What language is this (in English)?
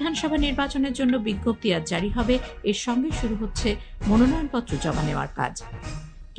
Bangla